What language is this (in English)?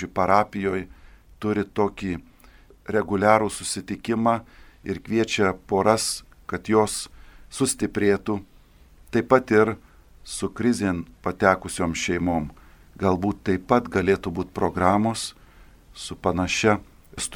Lithuanian